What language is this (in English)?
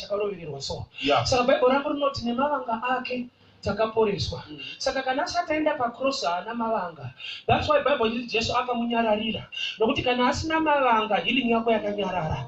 Shona